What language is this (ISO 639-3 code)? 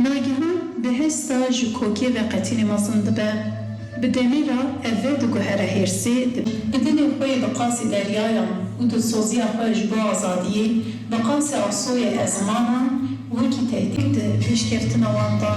kur